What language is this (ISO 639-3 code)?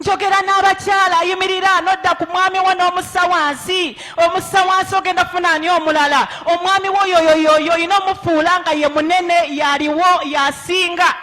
lug